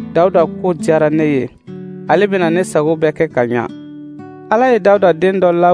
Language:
Dyula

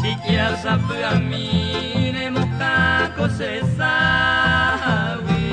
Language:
Guarani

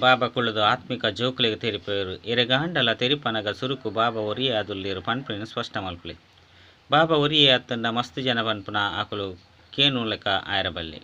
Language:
Tulu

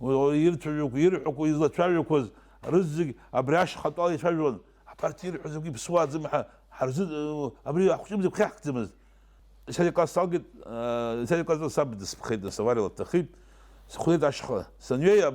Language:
Abkhazian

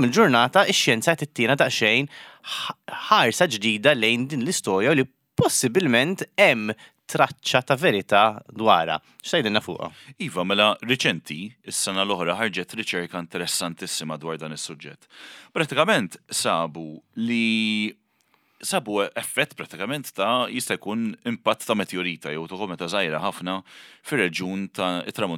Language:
Maltese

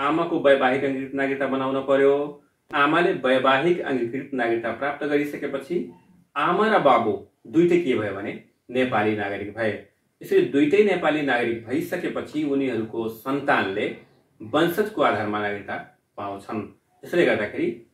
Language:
Nepali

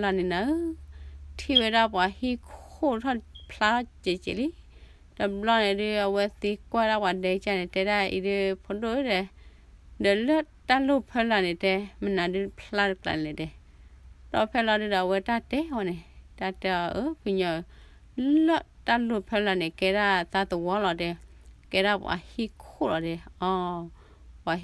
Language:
S'gaw Karen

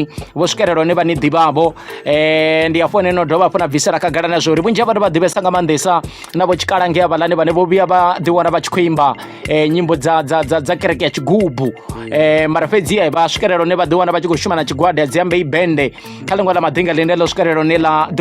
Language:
Venda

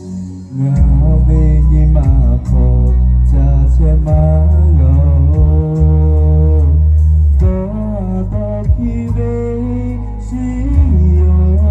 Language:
Lahu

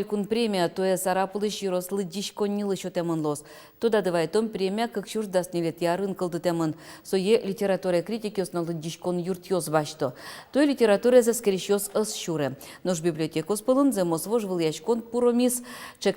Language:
Udmurt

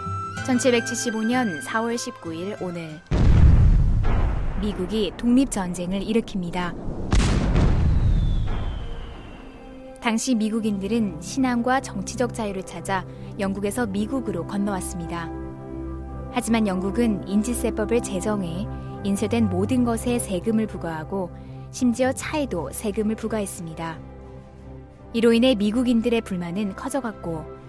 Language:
Korean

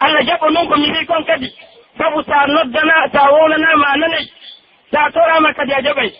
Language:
Pular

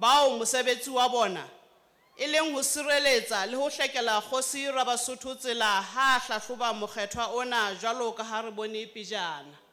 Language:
Southern Sotho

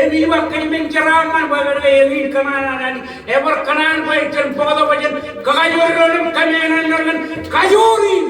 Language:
Marshallese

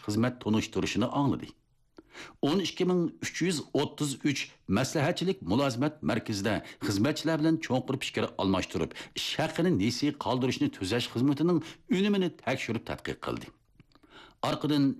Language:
Uyghur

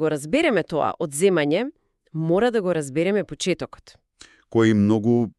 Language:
Macedonian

